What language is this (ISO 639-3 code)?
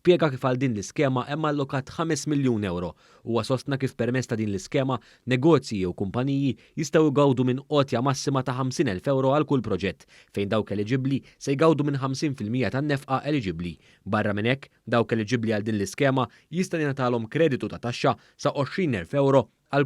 mlt